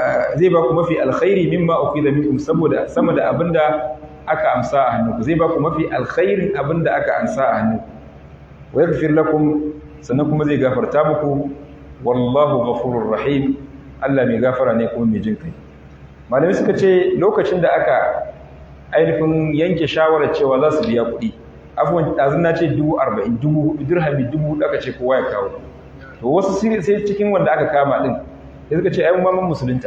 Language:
Hausa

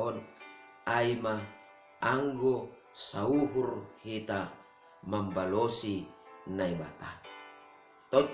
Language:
Batak Simalungun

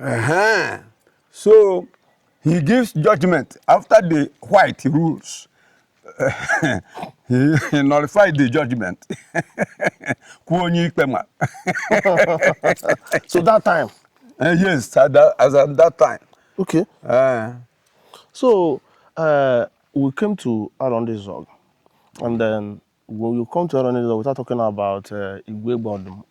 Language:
Igbo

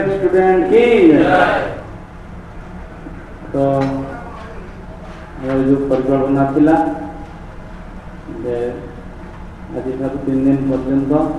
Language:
Odia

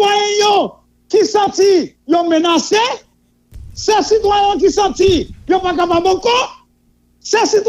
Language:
Haitian Creole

